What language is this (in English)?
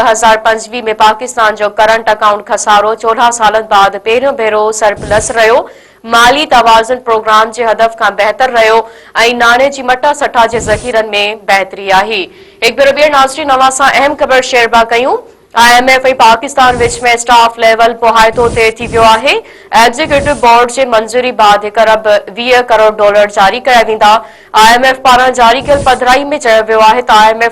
Sindhi